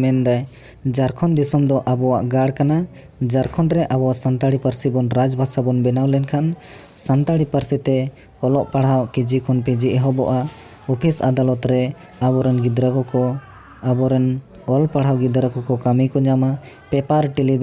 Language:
Santali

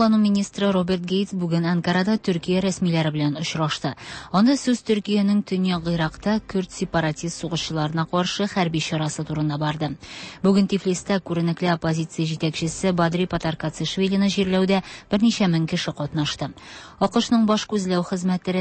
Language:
Tatar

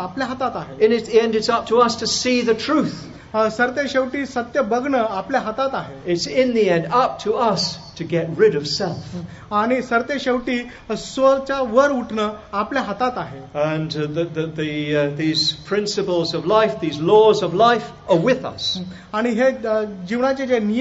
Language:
Marathi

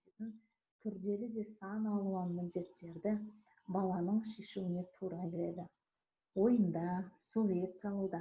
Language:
Kazakh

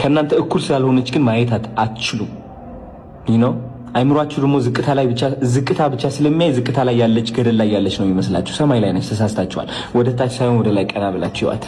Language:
Amharic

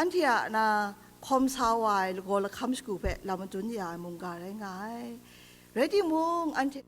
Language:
Kachin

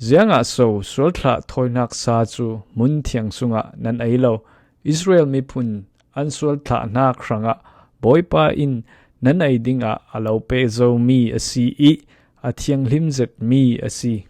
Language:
Falam Chin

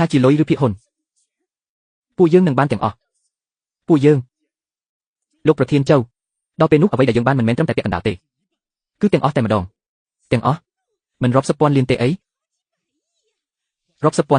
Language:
Khmer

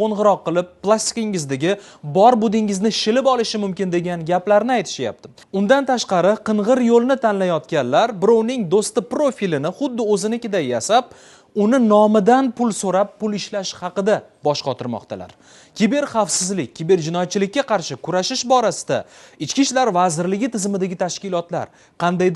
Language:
Uzbek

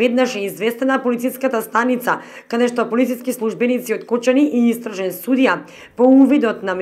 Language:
Macedonian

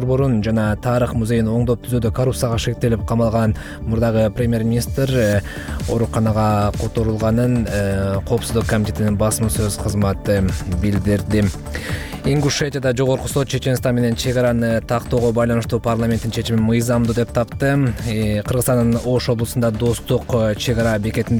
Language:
Kyrgyz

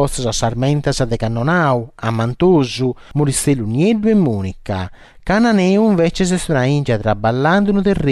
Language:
Sardinian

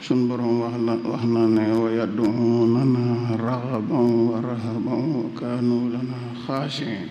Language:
Wolof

